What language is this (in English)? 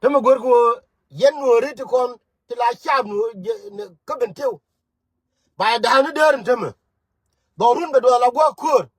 Nuer